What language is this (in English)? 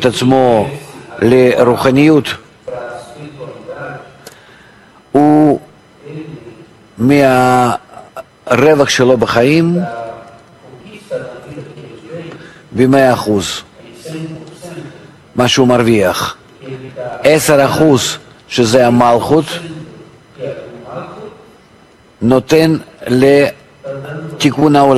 Hebrew